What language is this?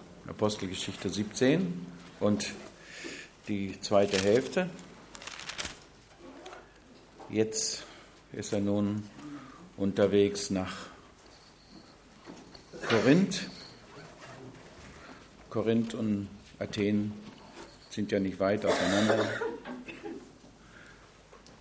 German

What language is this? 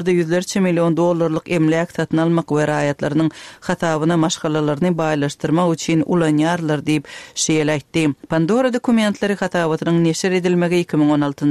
Turkmen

